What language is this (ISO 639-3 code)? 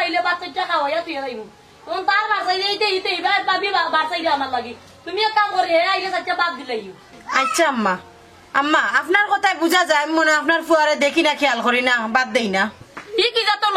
syl